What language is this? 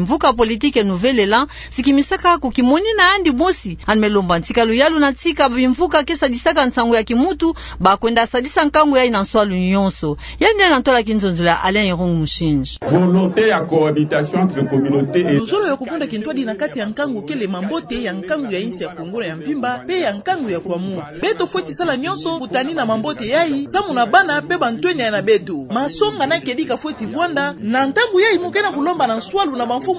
Kituba (Democratic Republic of Congo)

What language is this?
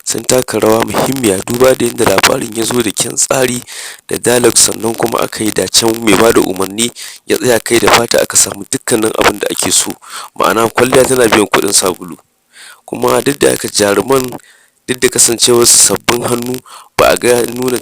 Hausa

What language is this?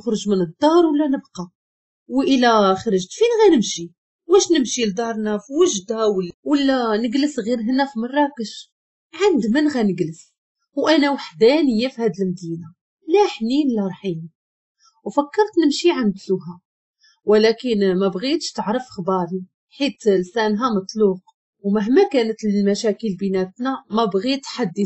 Moroccan Arabic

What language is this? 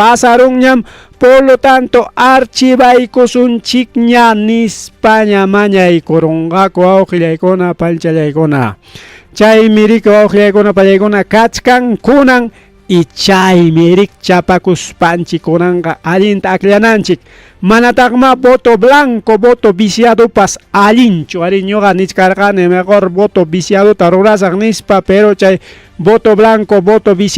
Ayacucho Quechua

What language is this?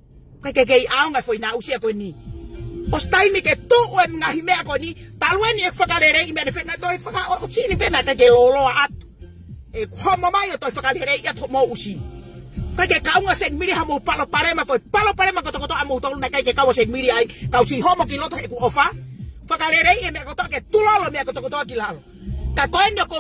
Tongan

